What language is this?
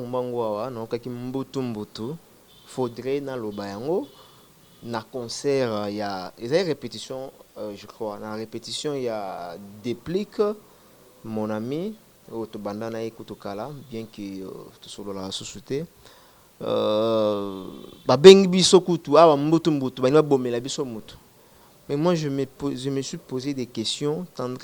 Lingala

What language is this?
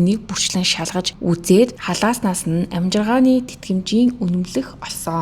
Mongolian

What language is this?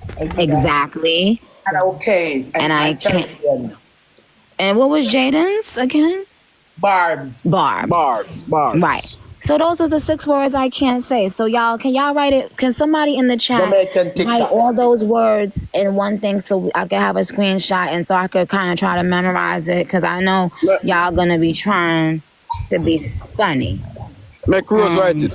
Jamaican Creole English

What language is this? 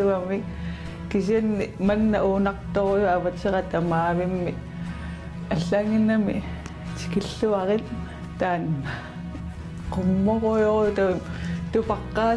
Kalaallisut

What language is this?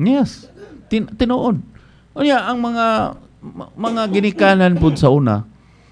Cebuano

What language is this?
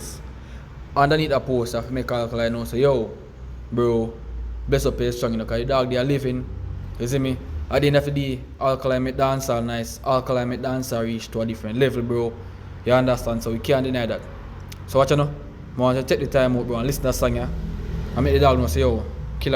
Jamaican Creole English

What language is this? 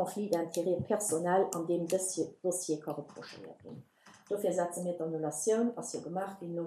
Luxembourgish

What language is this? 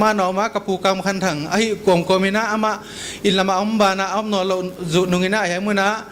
Paite Chin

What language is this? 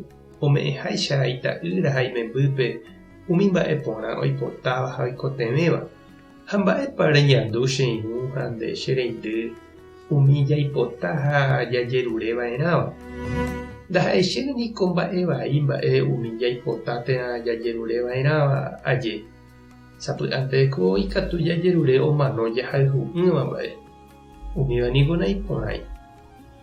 Guarani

